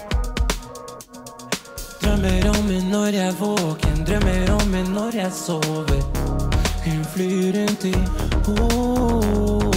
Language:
Norwegian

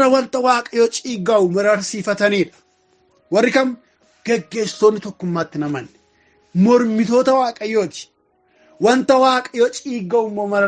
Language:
Oromo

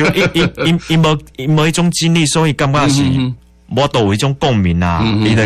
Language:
Min Nan Chinese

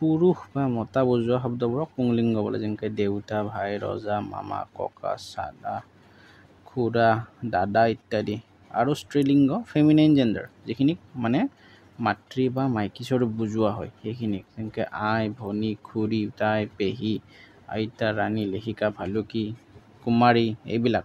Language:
Assamese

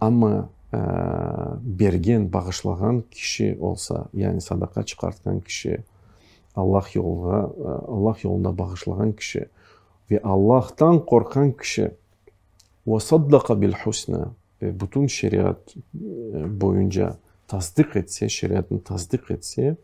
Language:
Crimean Tatar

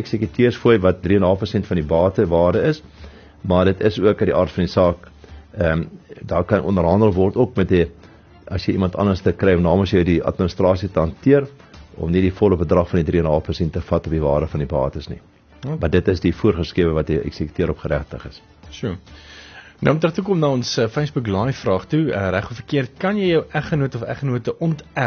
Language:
Afrikaans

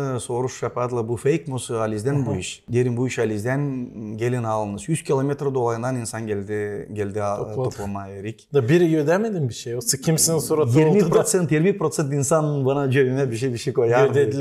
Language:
Gagauz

